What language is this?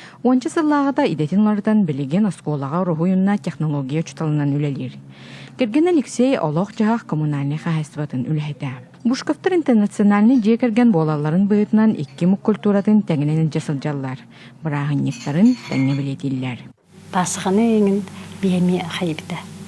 Yakut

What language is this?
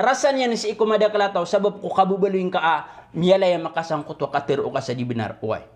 Maranao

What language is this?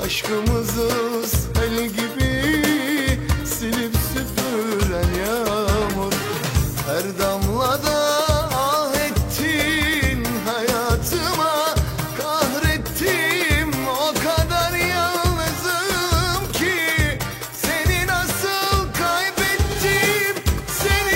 Turkish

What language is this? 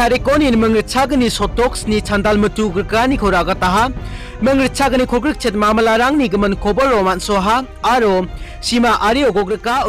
Garo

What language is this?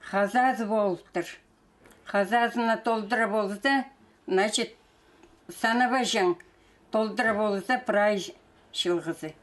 Khakas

